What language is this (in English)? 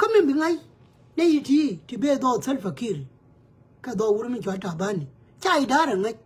Nuer